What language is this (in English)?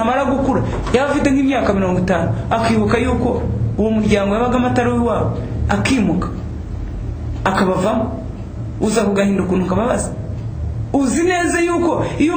Kinyarwanda